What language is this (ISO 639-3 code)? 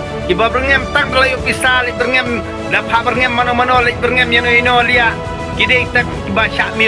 kha